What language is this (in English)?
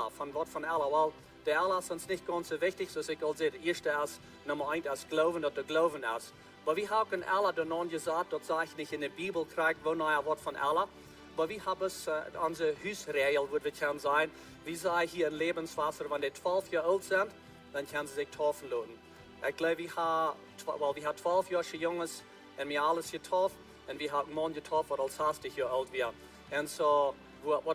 Plautdietsch